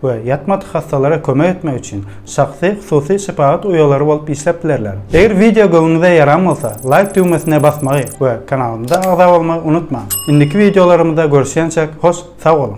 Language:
Turkmen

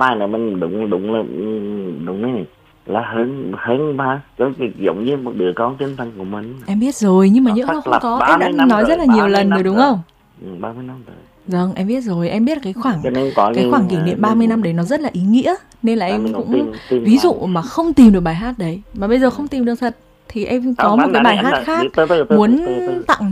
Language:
Vietnamese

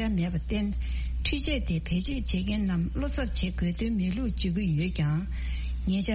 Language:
Tibetan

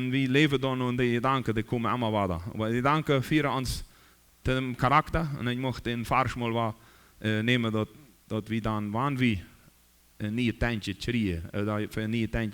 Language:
Plautdietsch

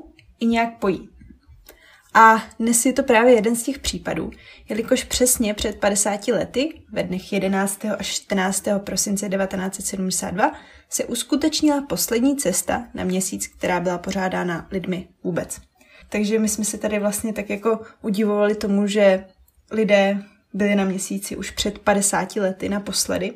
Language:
Czech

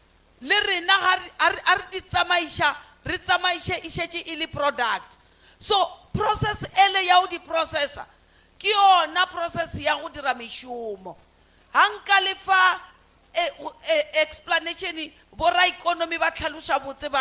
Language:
Northern Sotho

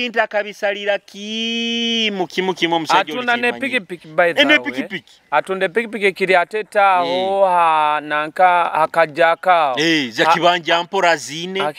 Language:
Nyoro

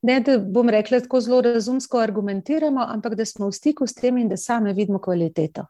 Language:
Slovenian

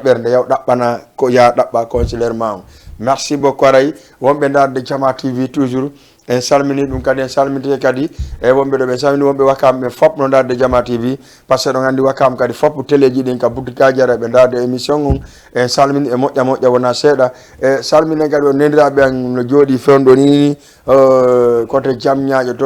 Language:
Fula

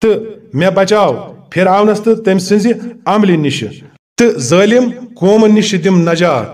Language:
Kashmiri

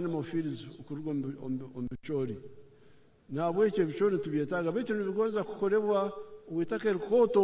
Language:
Nyankole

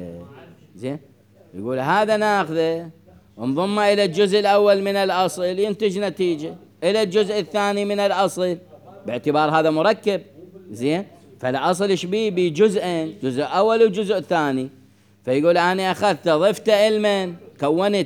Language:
Mesopotamian Arabic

